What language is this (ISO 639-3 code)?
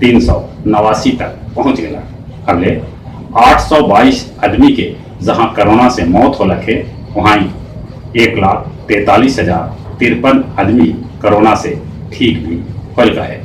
mag